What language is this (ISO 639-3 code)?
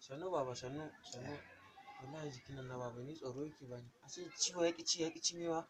hau